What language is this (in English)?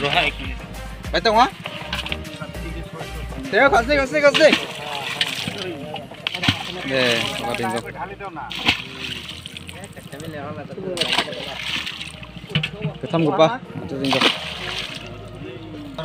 Garo